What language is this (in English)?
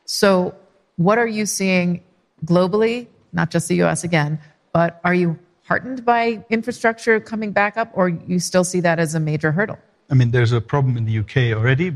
English